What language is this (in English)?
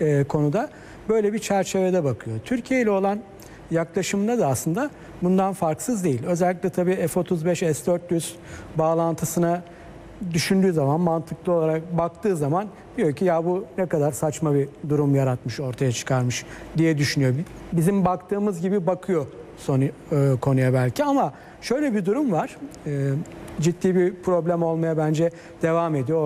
Turkish